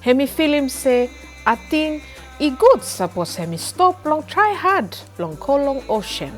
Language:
Bislama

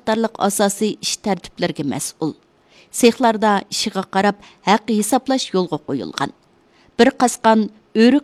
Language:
Uyghur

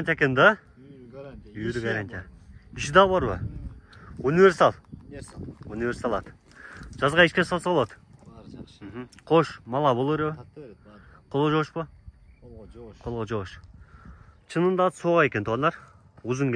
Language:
Kyrgyz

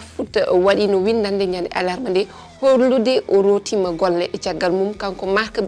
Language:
Fula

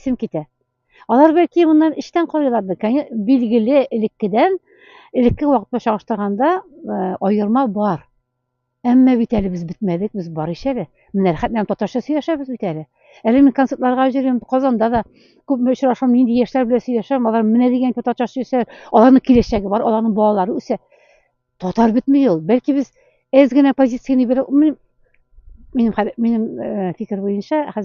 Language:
Tatar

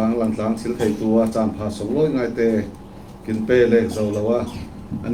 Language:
Falam Chin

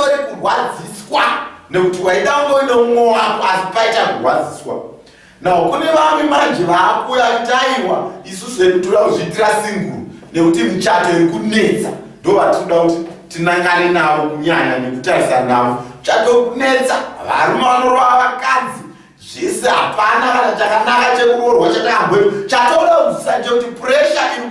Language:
Shona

